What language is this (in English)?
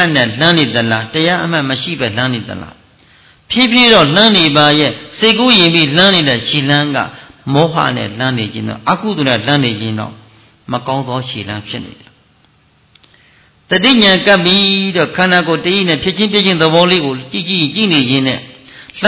Burmese